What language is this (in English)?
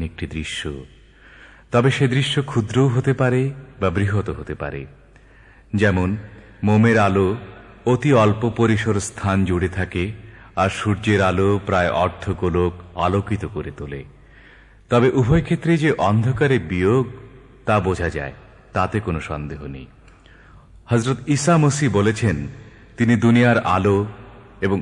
Bangla